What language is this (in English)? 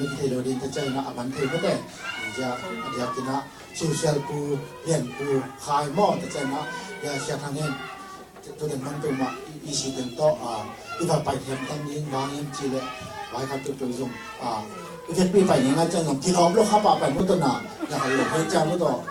Tedim Chin